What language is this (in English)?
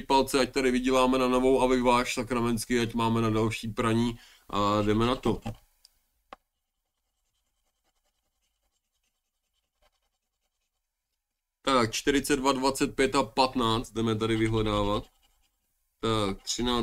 Czech